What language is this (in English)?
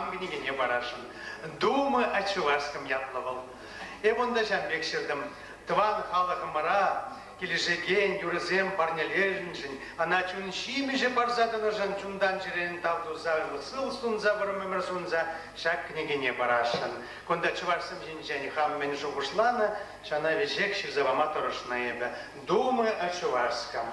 Chuvash